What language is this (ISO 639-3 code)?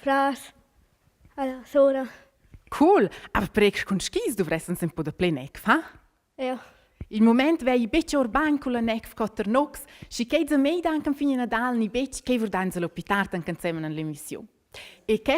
roh